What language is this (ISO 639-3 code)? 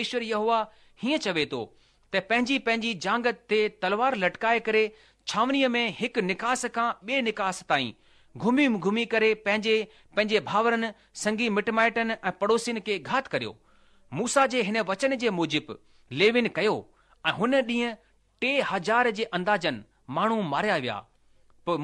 snd